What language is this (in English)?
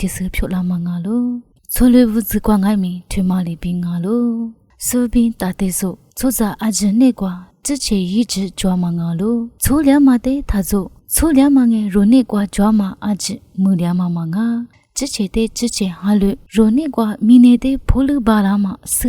Lisu